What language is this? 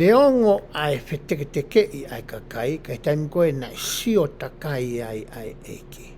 Tongan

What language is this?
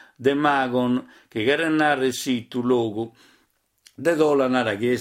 Sardinian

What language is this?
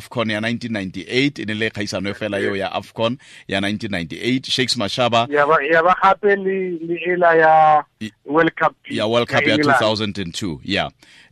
Tswana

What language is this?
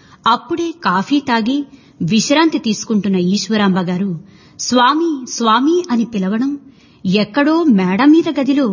Telugu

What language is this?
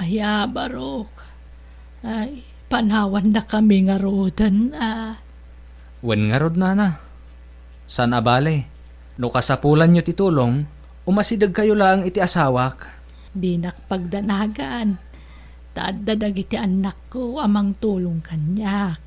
Iloko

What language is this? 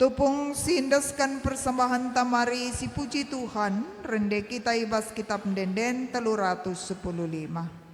Batak Karo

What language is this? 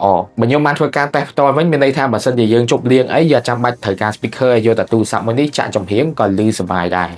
Khmer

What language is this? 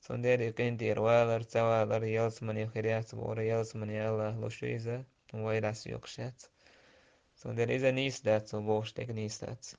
Chechen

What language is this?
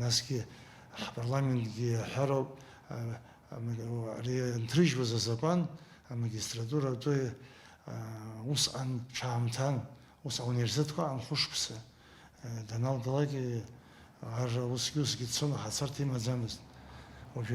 Abkhazian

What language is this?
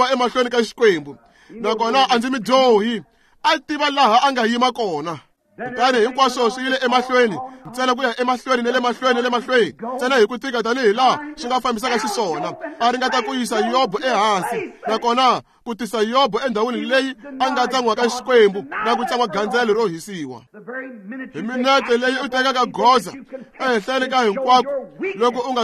Tsonga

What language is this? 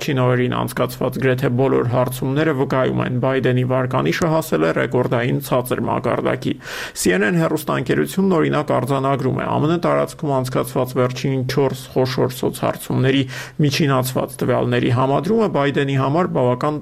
Armenian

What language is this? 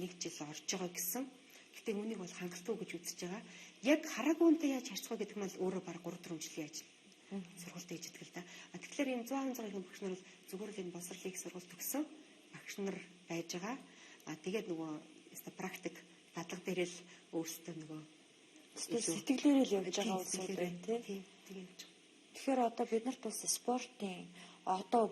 Mongolian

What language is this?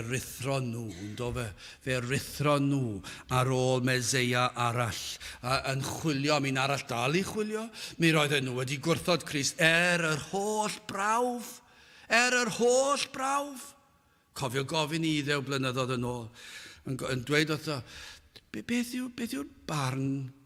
Welsh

